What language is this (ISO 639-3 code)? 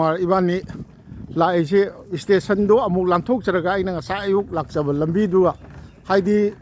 mni